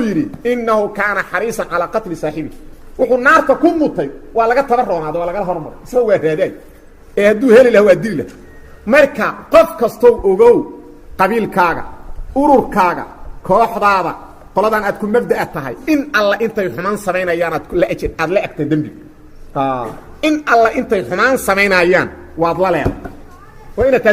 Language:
Somali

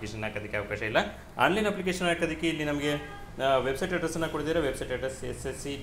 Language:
Kannada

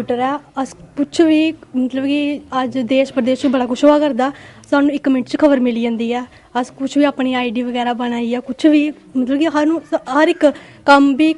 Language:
Dogri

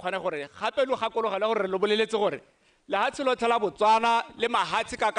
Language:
Tswana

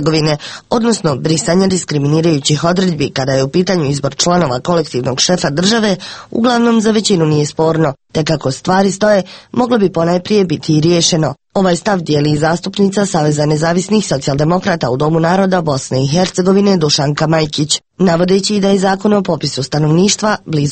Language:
Croatian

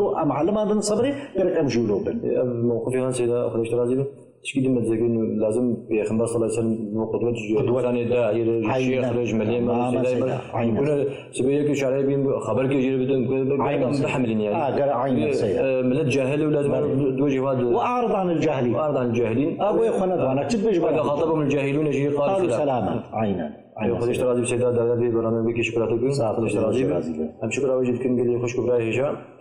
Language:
Kurdish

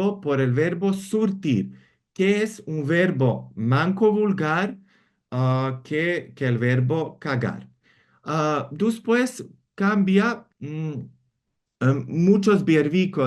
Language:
Ladino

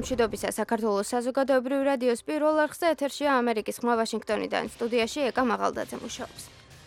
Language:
Georgian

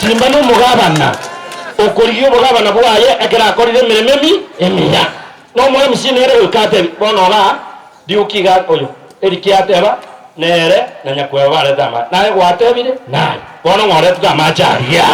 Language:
Gusii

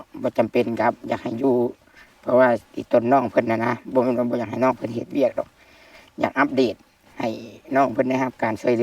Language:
Lao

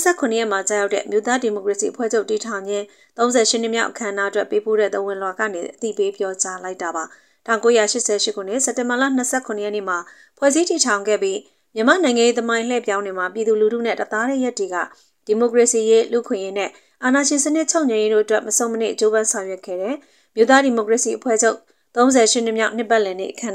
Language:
Burmese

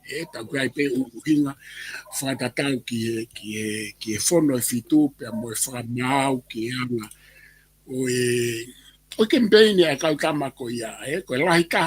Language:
Tongan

